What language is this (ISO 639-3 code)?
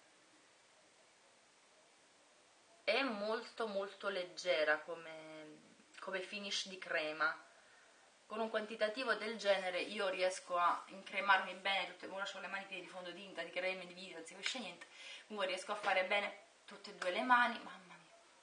ita